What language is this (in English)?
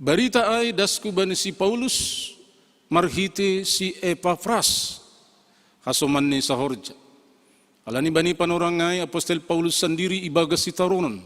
Batak Simalungun